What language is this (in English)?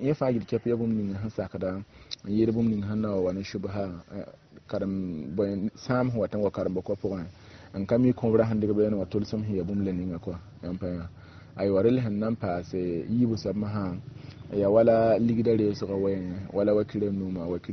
Mossi